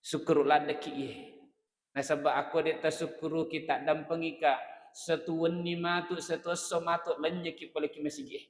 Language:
Buginese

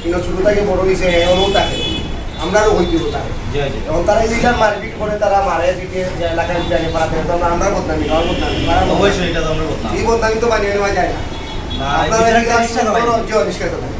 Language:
Sylheti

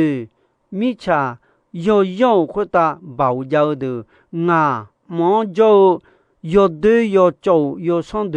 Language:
Akha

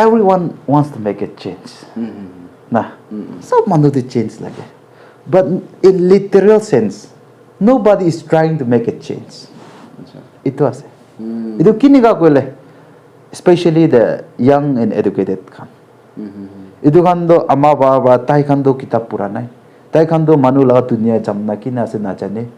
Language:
Naga Pidgin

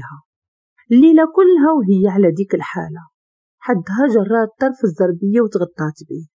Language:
Moroccan Arabic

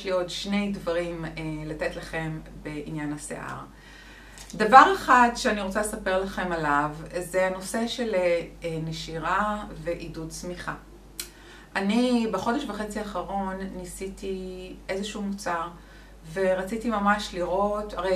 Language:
Hebrew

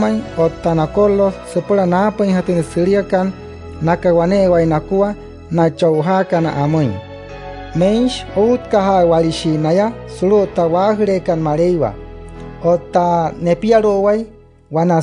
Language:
Wayuu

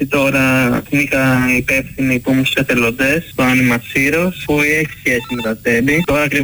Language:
Greek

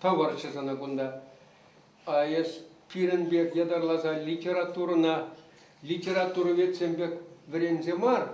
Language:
Chuvash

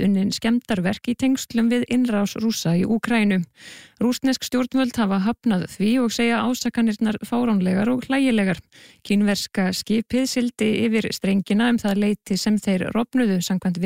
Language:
Icelandic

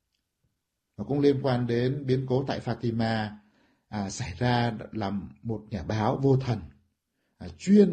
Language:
Vietnamese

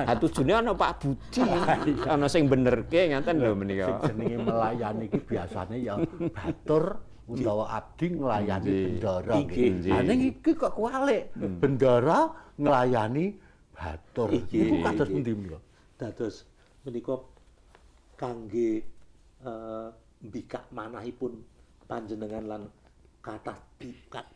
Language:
Javanese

